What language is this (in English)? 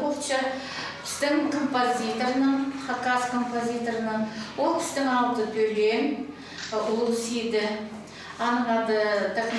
Khakas